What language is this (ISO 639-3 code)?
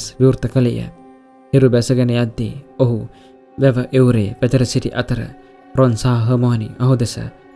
sin